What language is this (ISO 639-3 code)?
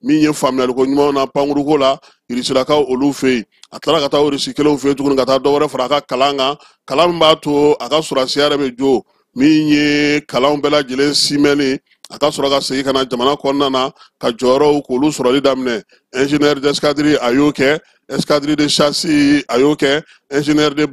bam